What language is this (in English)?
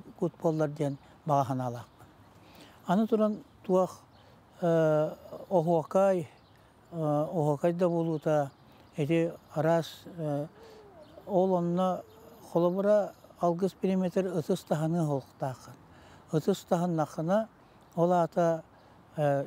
Yakut